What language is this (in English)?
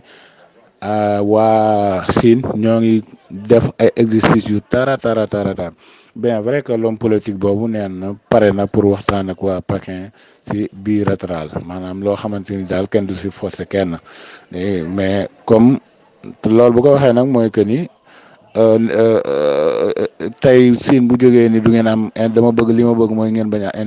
Wolof